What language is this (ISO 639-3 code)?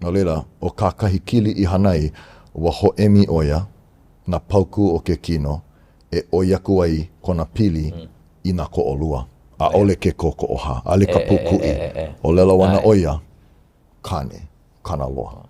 haw